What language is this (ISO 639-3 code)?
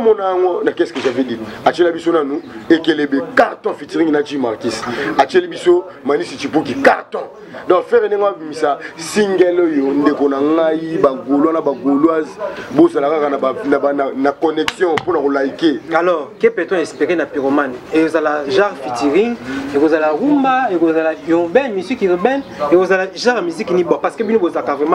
lin